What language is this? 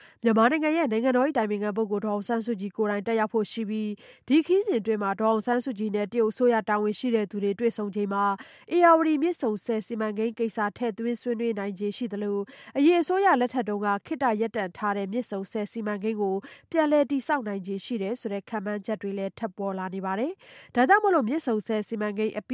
Burmese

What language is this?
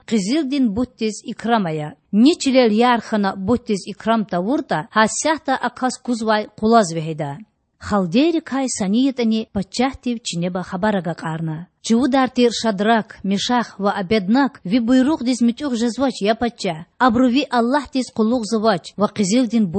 Lezghian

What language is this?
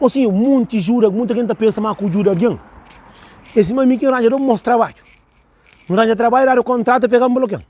Kabuverdianu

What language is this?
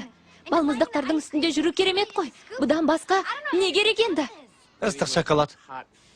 Kazakh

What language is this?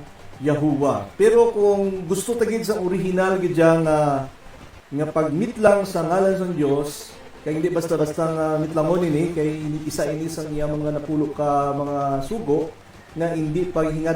Hiligaynon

